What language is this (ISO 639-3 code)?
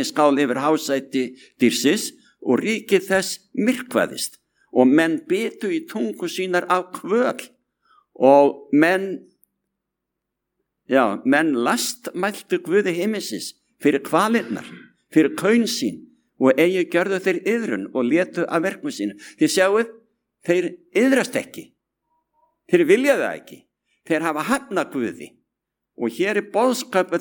isl